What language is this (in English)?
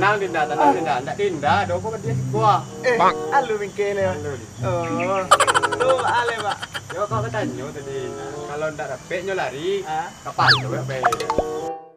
Minangkabau